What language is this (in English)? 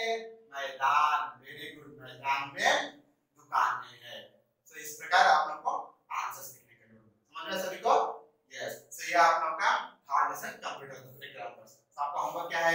Hindi